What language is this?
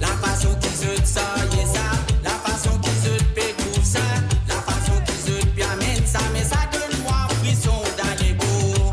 Morisyen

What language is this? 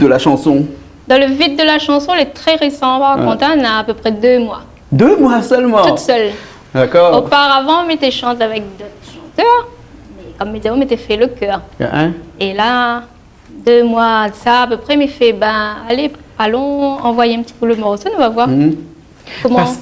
Réunion Creole French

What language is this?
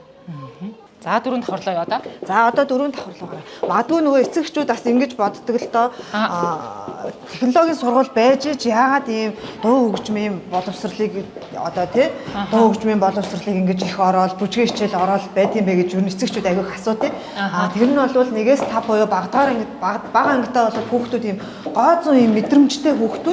Mongolian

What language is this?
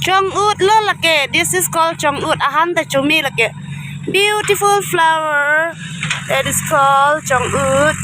Karbi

